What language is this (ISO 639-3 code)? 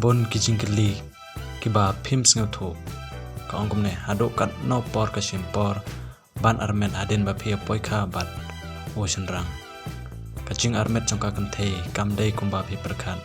kha